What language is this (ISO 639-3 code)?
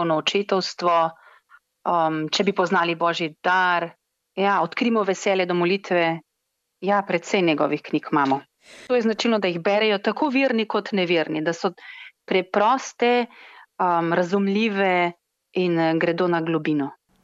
slv